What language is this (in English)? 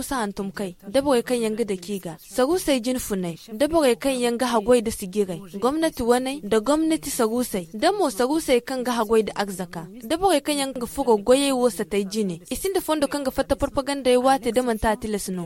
Zarma